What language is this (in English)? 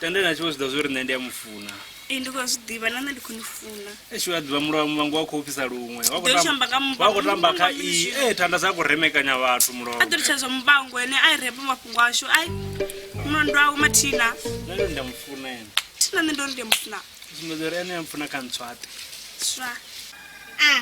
Venda